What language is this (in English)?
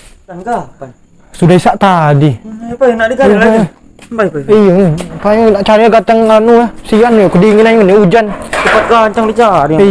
Musi